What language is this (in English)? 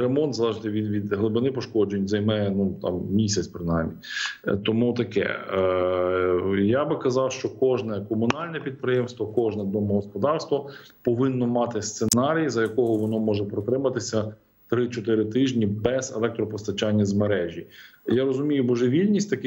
Ukrainian